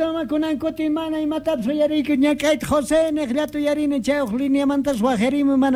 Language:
South Bolivian Quechua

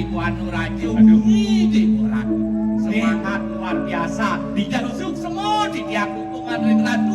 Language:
Balinese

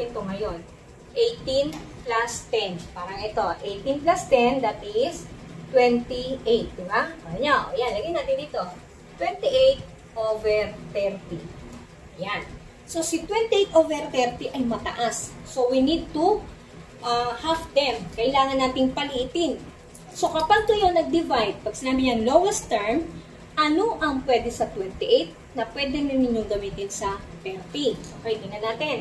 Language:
Filipino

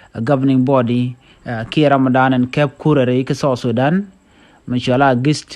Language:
Nuer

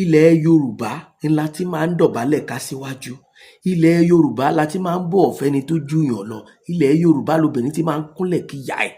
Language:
Yoruba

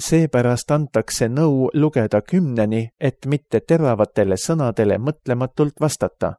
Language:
Estonian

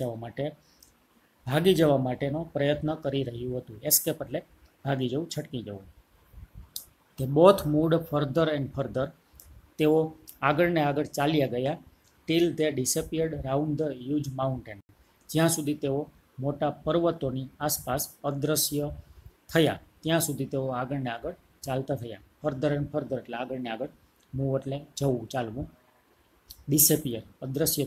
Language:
Gujarati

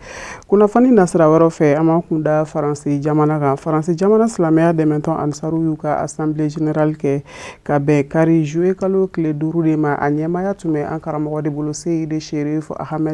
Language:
Bambara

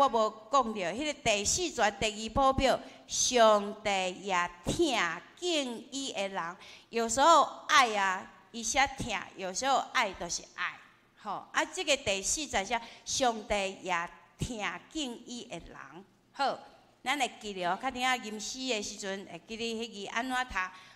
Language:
Min Nan Chinese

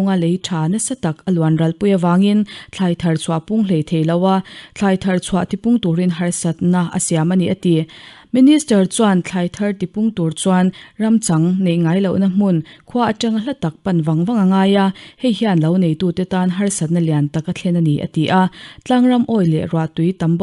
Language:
Mizo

